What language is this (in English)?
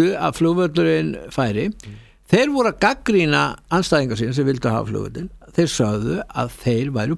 Icelandic